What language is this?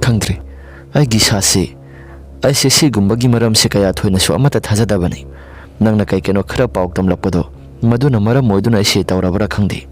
Manipuri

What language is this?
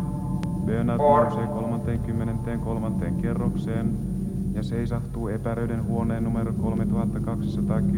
Finnish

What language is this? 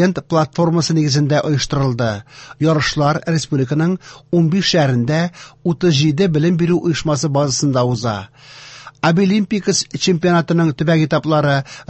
Tatar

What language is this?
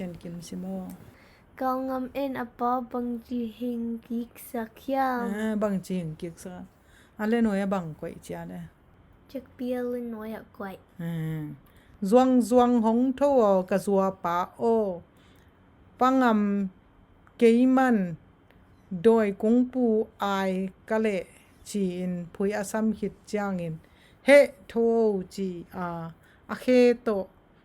Tedim Chin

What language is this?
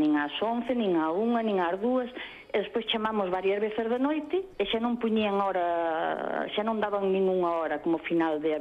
Galician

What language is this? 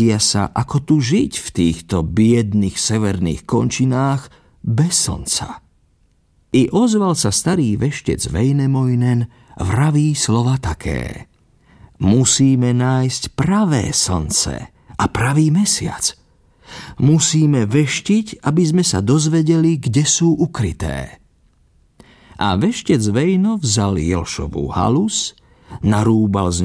Slovak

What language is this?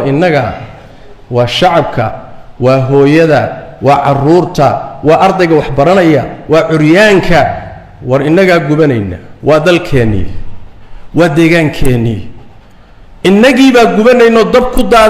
Somali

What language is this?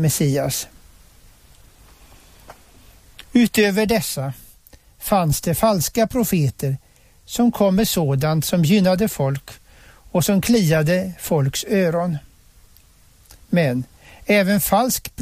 Swedish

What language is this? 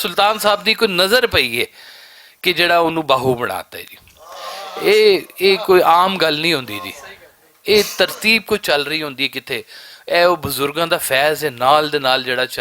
Western Panjabi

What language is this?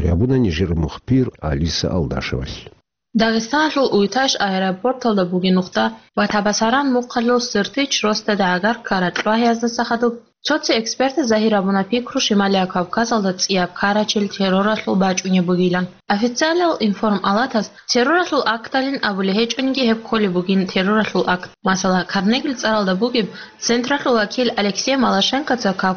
Avaric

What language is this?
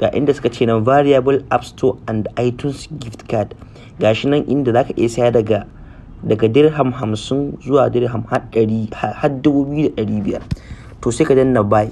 Hausa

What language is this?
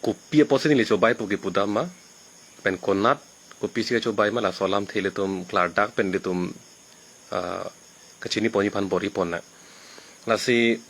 Karbi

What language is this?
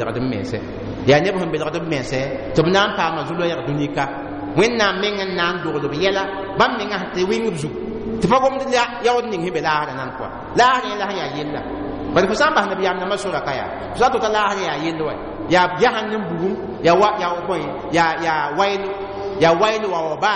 Mossi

